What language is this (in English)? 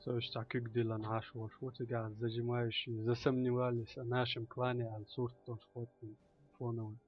Chechen